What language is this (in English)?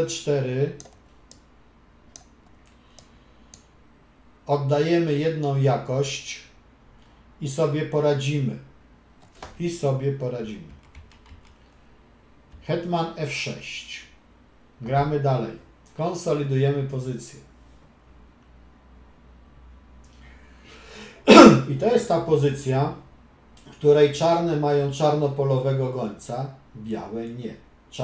Polish